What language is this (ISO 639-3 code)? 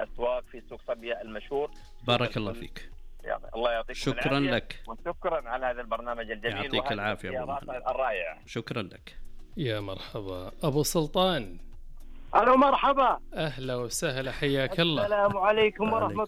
ars